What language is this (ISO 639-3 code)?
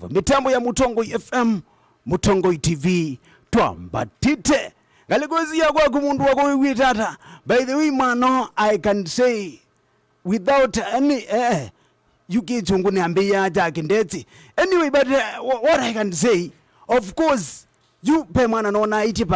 kam